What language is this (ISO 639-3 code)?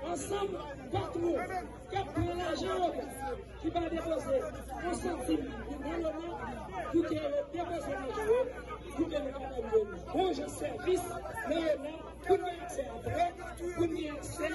hat